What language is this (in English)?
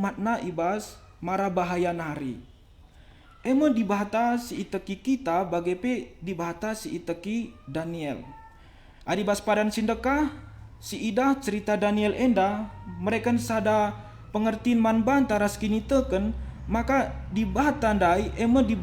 Batak Karo